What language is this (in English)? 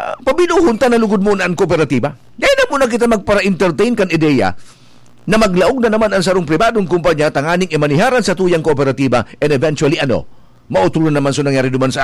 Bikol